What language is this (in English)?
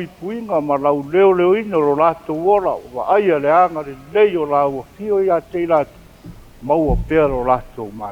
Samoan